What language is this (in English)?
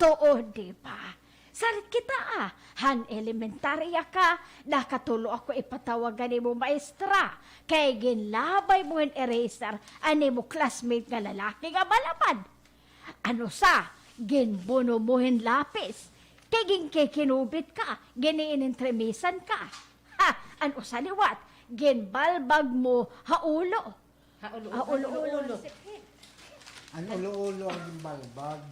Waray